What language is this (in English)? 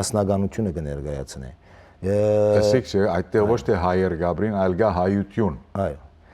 Western Armenian